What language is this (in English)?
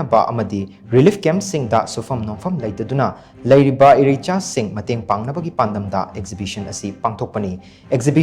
Manipuri